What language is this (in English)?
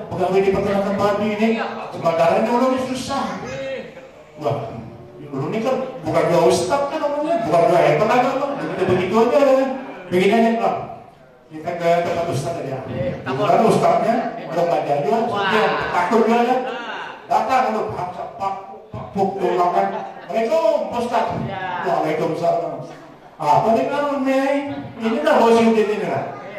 Banjar